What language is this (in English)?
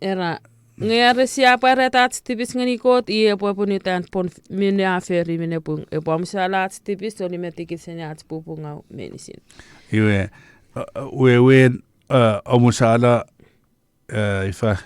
Chuukese